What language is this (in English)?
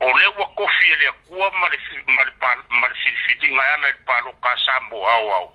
Samoan